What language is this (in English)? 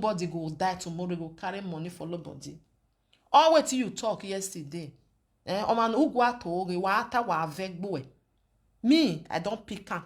Nigerian Pidgin